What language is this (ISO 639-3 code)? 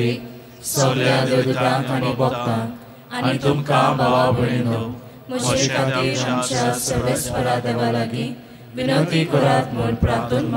kok